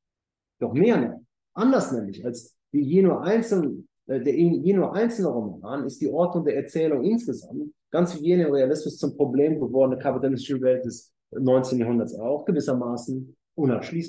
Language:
German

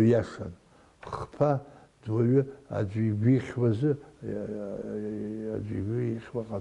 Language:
Abkhazian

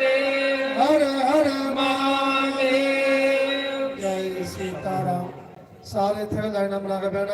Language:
Dogri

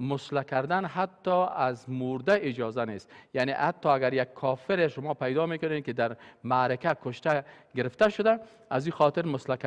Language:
Persian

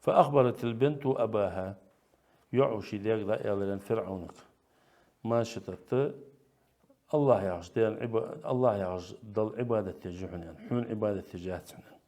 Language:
Ingush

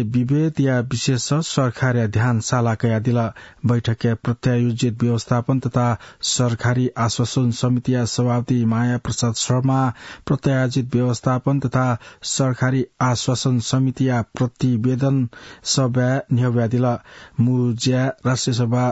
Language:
Newari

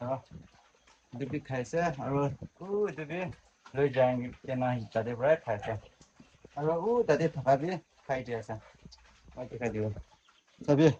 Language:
Naga Pidgin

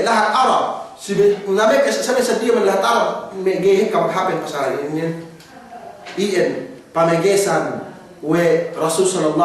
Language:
Yakan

